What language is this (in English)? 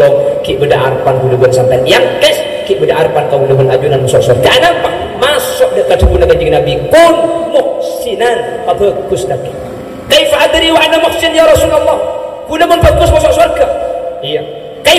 Madurese